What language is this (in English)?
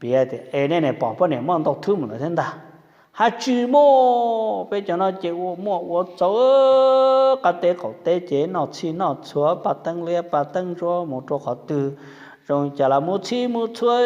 Hmong